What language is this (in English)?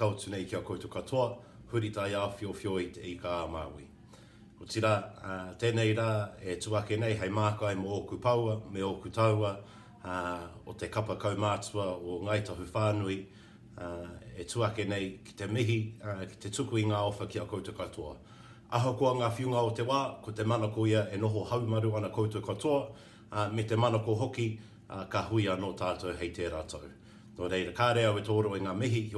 Māori